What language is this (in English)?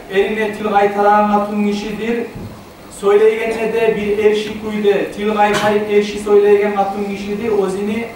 Kumyk